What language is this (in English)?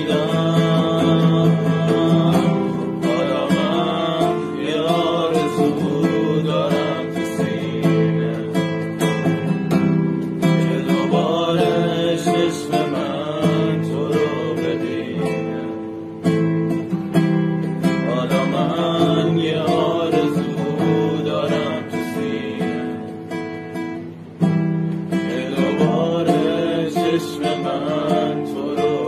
Persian